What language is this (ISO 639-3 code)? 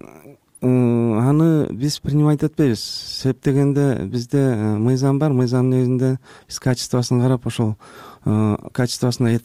kir